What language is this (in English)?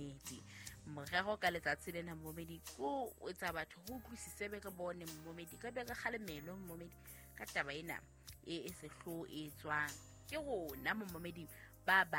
Southern Sotho